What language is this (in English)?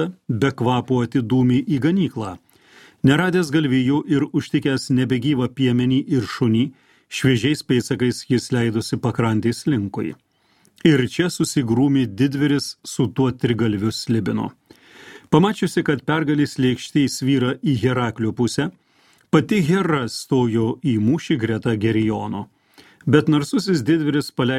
Lithuanian